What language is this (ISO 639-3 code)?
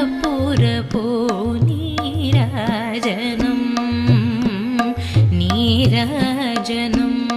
tel